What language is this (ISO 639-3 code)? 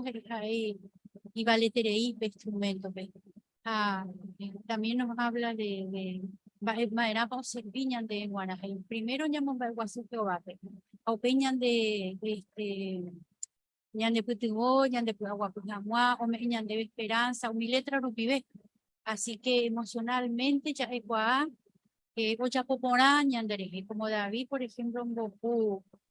grn